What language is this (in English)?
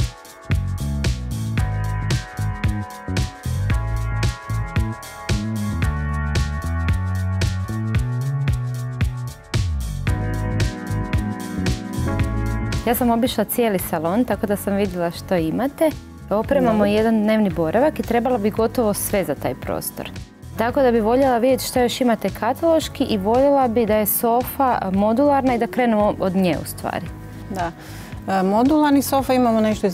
Croatian